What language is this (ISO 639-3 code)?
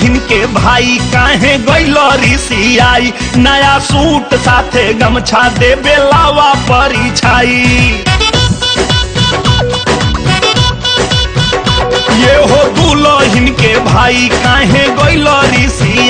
bho